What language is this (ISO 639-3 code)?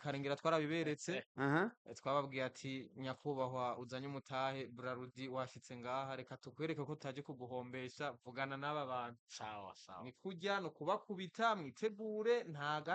run